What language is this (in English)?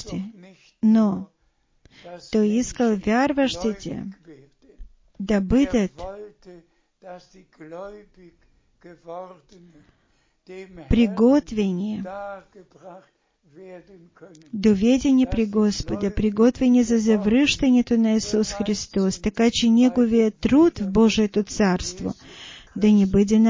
Bulgarian